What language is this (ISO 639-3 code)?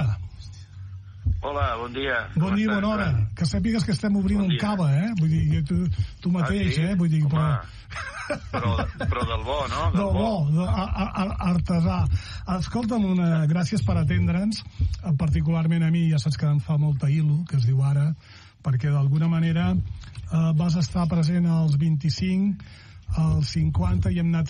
cat